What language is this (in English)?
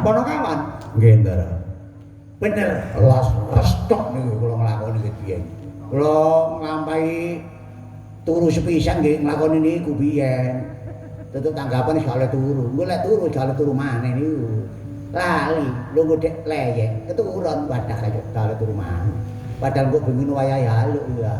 Javanese